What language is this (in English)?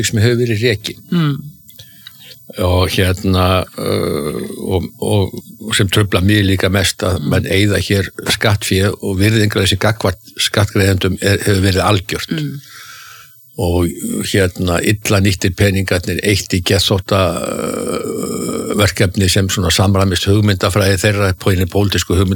Icelandic